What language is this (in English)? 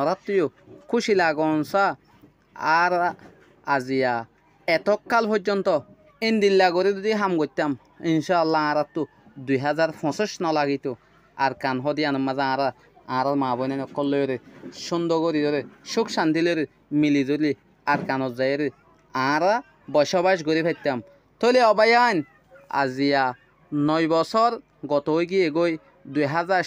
Rohingya